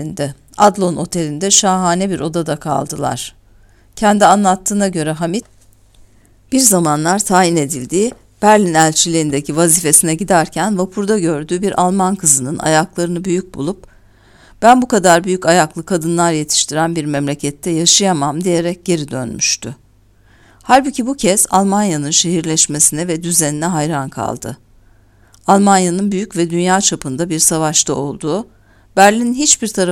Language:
Turkish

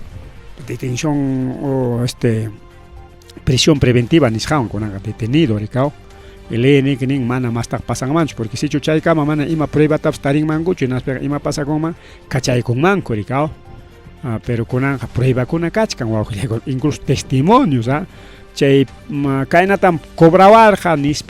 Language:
Ayacucho Quechua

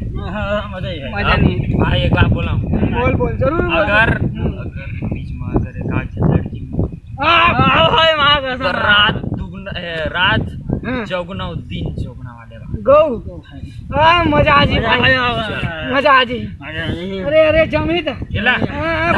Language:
Chhattisgarhi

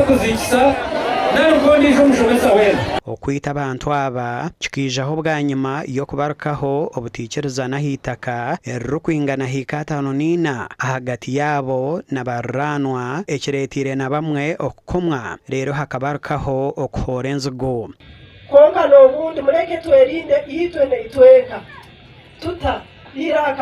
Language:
Nyankole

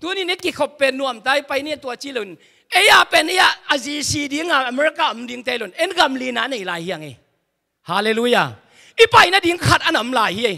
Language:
Tedim Chin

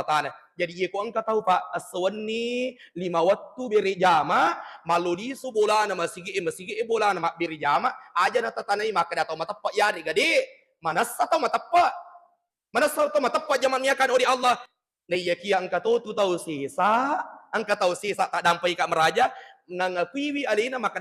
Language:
Buginese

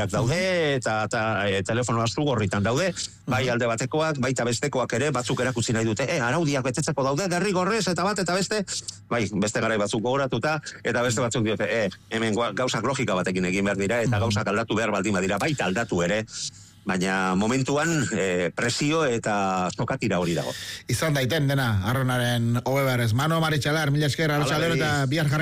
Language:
Basque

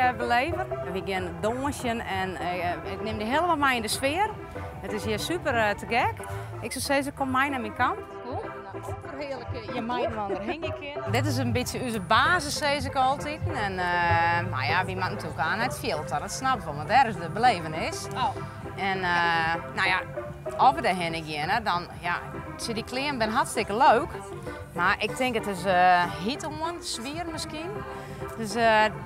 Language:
Western Frisian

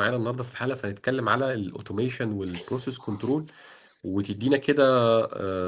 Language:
Egyptian Arabic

